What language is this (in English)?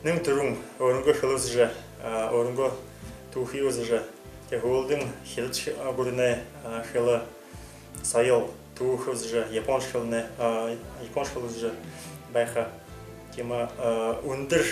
Buriat